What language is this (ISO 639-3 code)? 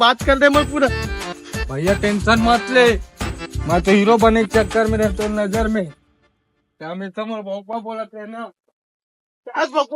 hne